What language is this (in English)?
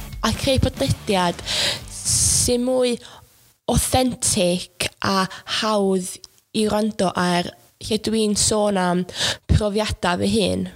Welsh